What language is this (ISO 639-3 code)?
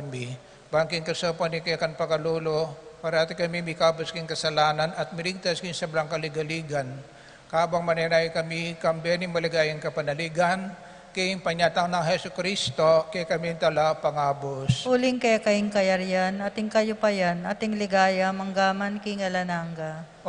pam